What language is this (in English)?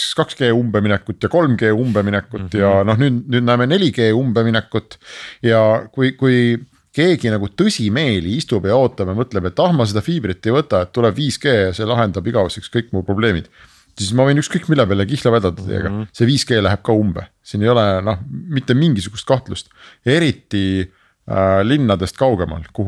Estonian